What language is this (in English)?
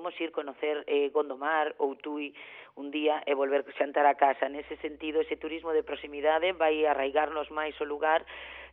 Galician